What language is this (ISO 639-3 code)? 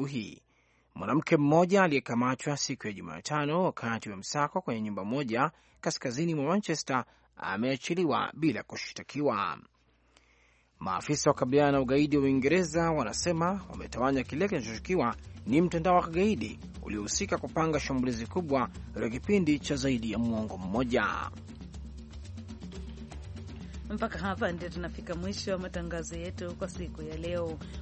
swa